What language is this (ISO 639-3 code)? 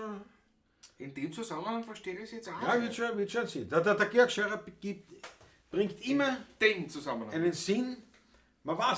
bar